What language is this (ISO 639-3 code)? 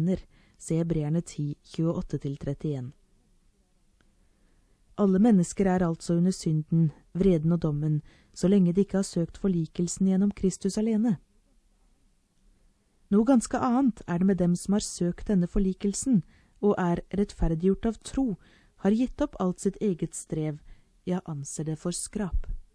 nor